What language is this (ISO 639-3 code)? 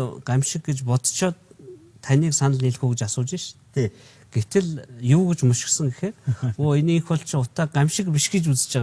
mon